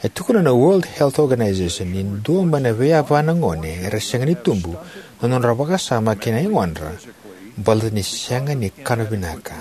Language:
Fijian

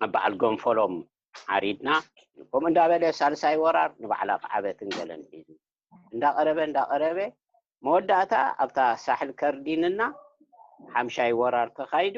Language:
Tigrinya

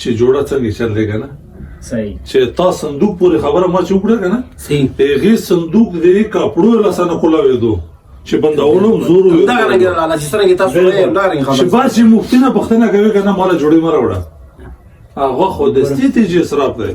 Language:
Pashto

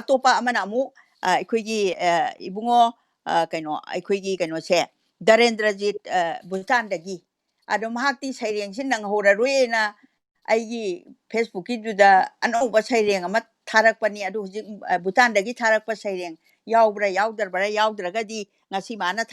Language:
Manipuri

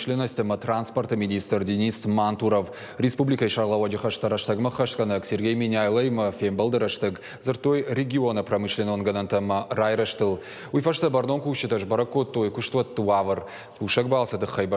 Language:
Ossetic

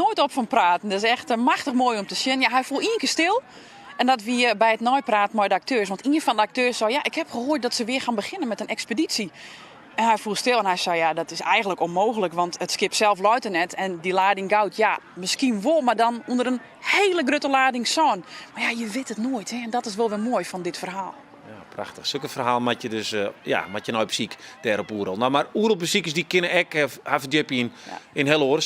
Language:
Western Frisian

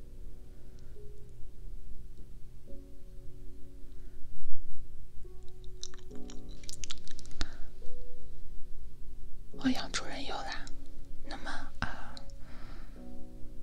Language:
Chinese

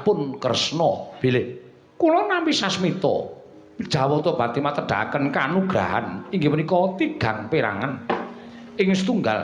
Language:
Javanese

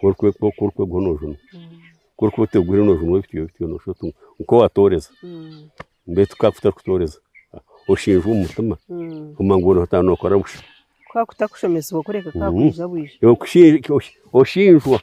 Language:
Nyankole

